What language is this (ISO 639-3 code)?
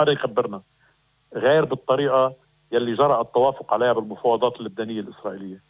apc